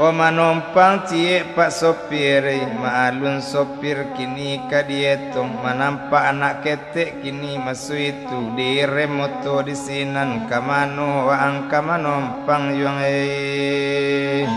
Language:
Minangkabau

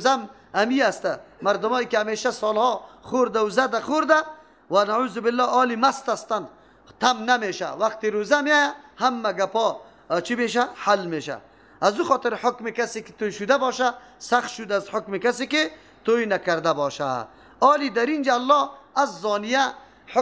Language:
Persian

